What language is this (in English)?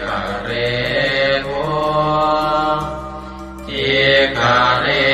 Pali